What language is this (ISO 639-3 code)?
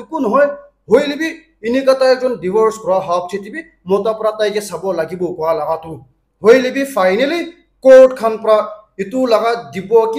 nag